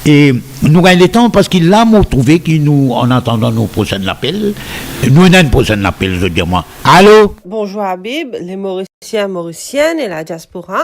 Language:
Morisyen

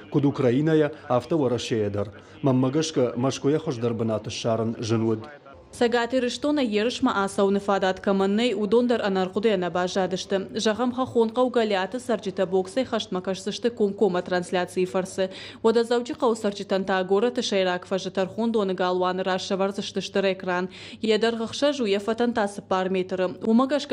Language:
Ossetic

